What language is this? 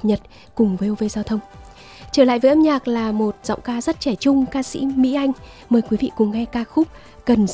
Vietnamese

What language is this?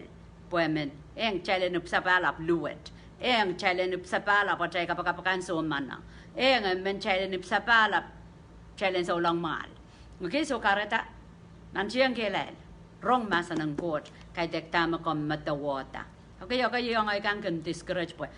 Pohnpeian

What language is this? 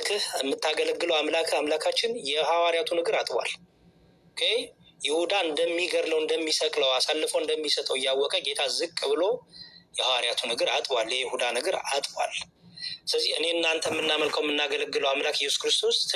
Amharic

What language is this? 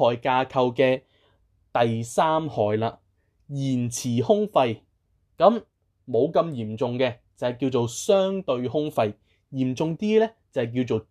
Cantonese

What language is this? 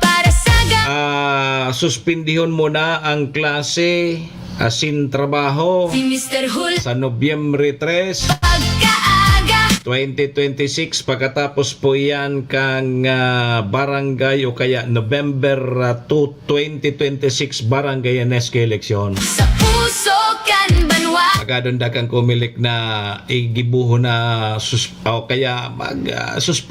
Bikol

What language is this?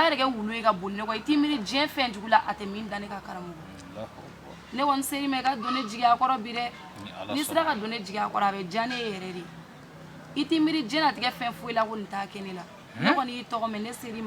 Bambara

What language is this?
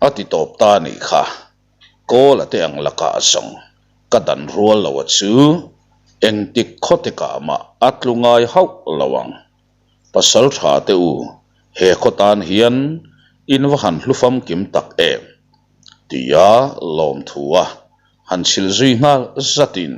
Mizo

